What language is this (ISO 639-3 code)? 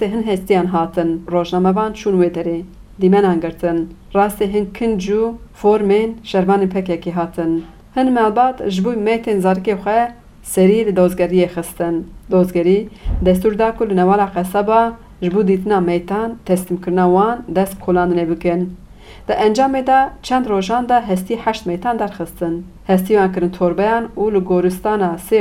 kur